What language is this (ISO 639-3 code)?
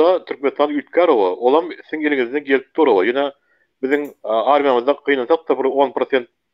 tuk